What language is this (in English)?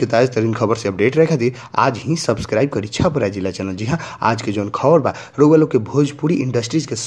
Bhojpuri